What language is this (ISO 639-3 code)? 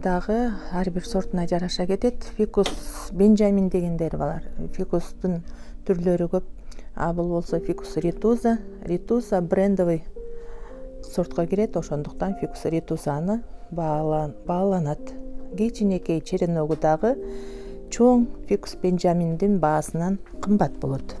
kir